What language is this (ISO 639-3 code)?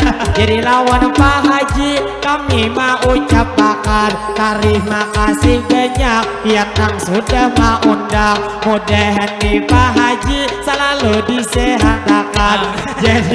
bjn